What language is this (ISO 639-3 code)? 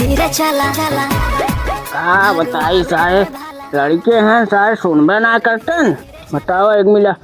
awa